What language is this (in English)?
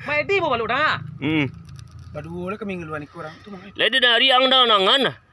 Minangkabau